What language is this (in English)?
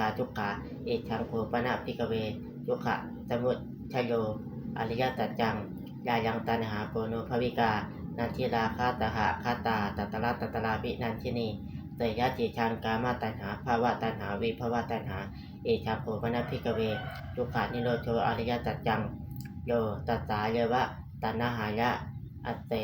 Pali